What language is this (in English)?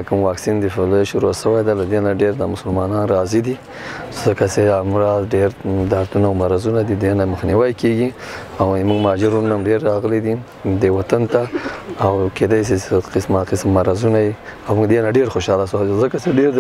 Pashto